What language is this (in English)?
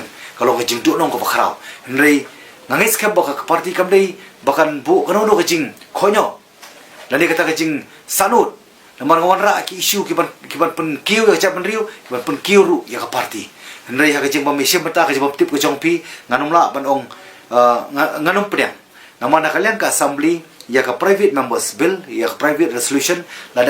Khasi